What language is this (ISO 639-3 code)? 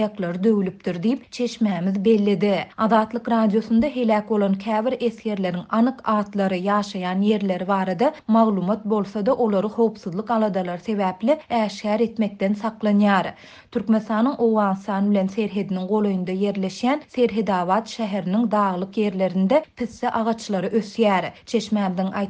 tuk